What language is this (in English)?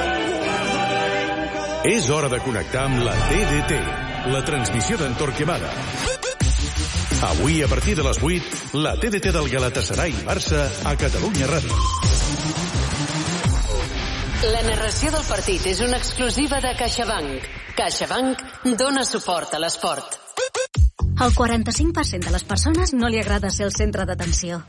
Catalan